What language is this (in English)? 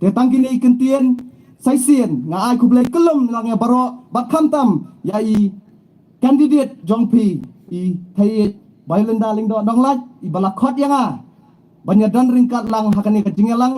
Khasi